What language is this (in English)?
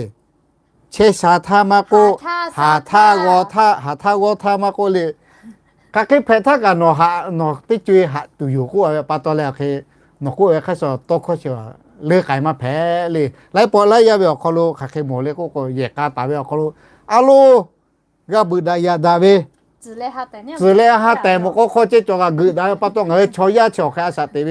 Lahu